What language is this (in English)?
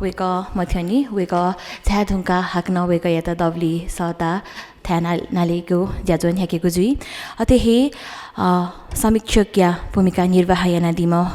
Newari